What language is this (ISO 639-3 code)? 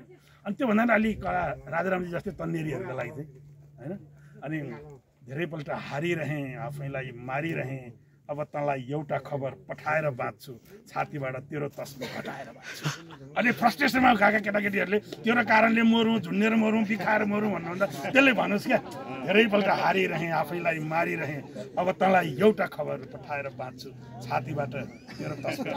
nep